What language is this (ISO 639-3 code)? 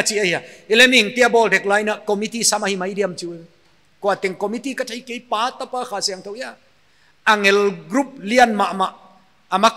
pck